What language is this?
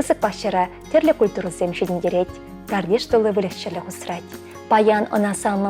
Chuvash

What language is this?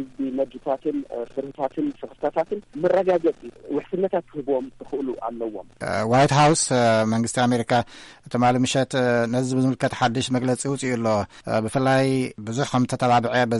Tigrinya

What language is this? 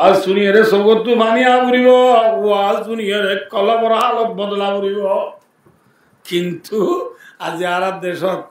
Rohingya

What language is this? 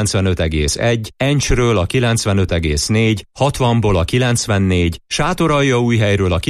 Hungarian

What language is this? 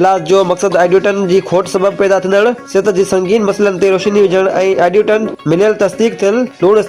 Sindhi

